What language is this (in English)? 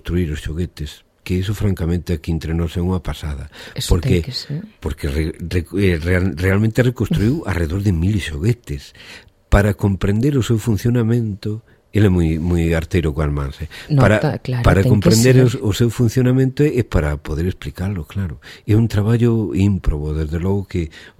Galician